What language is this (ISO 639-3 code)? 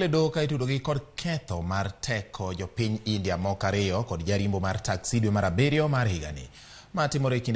luo